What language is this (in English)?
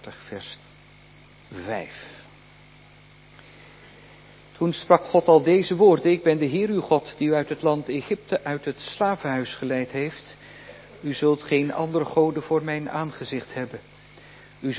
Dutch